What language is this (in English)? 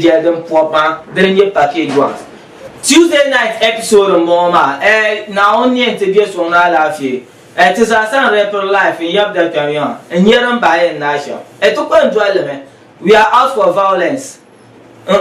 Dagbani